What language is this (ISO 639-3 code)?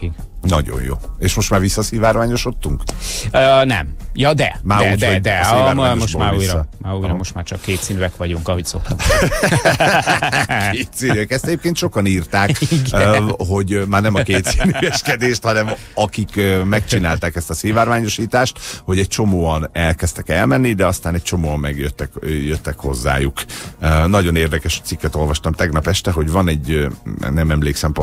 hun